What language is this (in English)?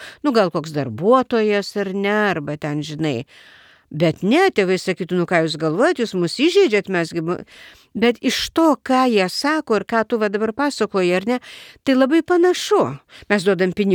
Lithuanian